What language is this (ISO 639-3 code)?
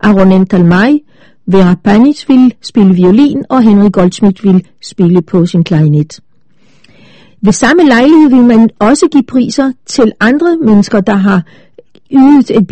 dan